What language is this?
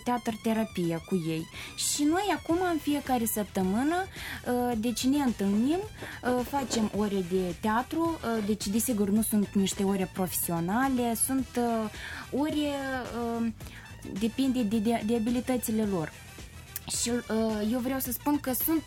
Romanian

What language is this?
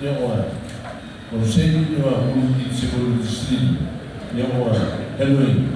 Tetum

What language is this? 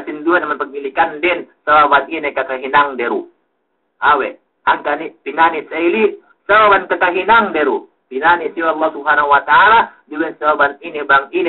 Yakan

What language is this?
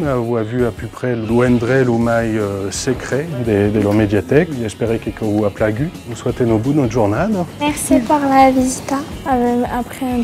Occitan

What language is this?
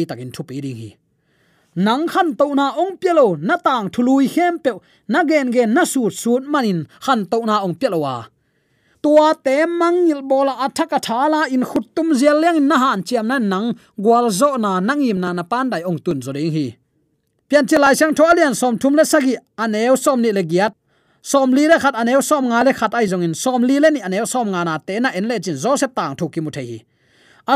Tedim Chin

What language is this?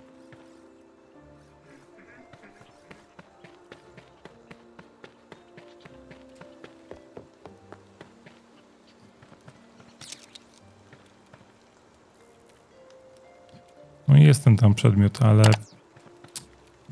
Polish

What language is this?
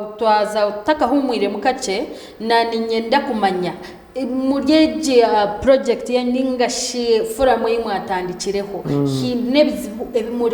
Nyankole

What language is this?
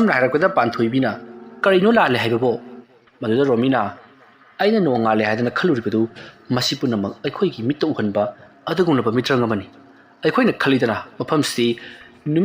Manipuri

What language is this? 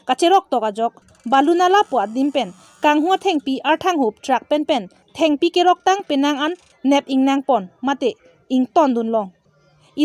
Karbi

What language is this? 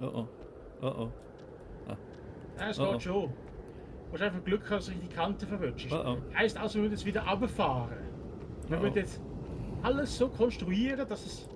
Swiss German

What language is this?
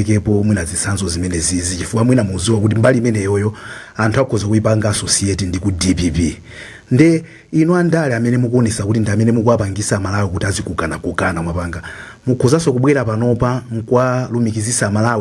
Nyanja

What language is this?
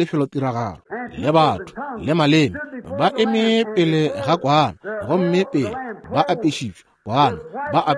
Northern Sotho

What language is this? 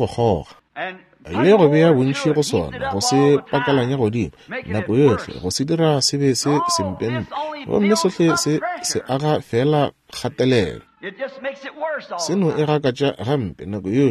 Northern Sotho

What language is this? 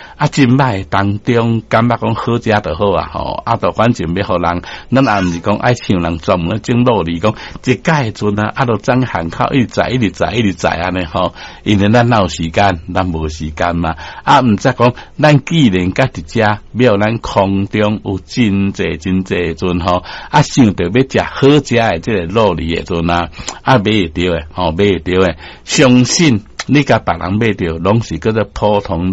Min Nan Chinese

